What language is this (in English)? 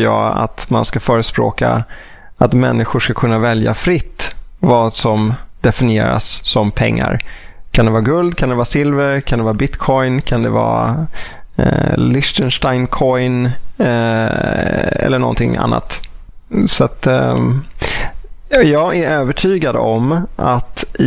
Swedish